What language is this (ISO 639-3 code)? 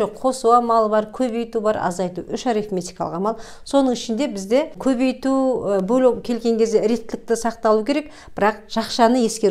kaz